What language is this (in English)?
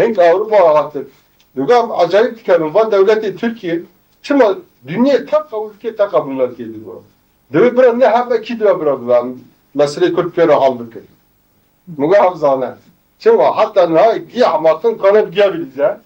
Kurdish